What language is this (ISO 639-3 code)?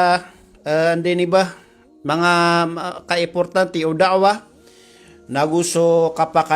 mrw